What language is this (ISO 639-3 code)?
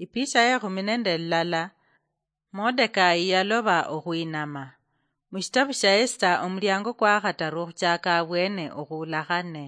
luy